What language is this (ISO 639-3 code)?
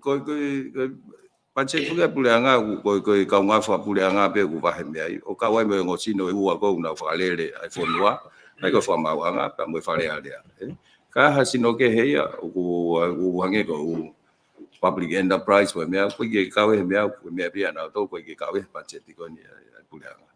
ton